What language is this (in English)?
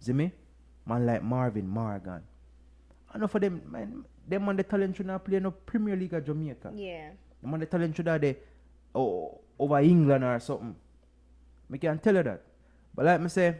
Jamaican Creole English